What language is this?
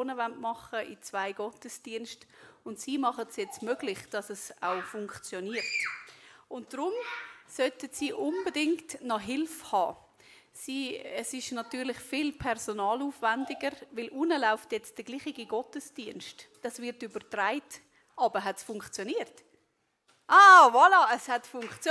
Swiss German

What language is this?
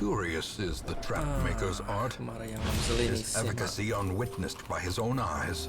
Rusyn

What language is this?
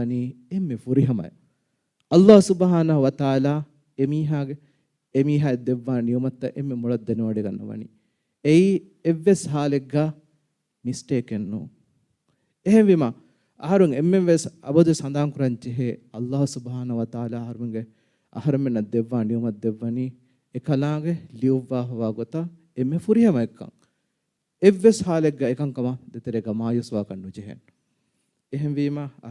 Divehi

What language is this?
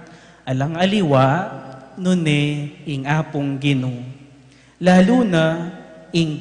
Pampanga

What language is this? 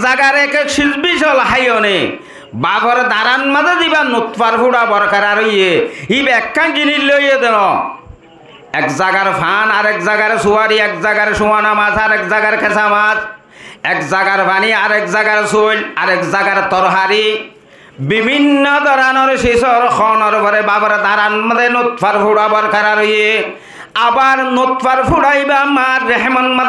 Rohingya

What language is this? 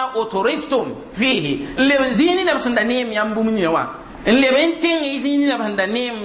Mossi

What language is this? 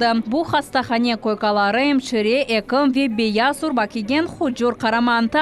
Crimean Tatar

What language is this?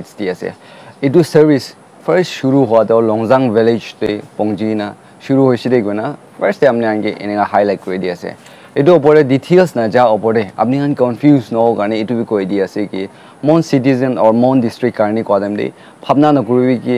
Naga Pidgin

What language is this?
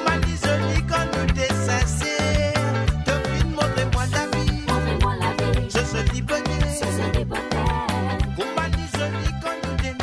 Morisyen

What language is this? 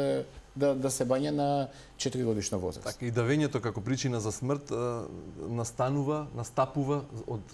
Macedonian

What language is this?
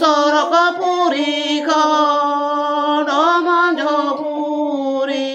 Santali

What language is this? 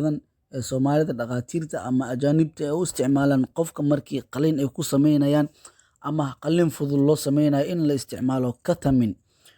Somali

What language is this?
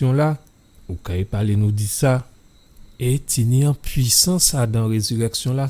Guadeloupean Creole French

